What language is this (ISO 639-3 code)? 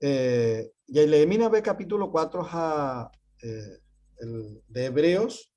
grn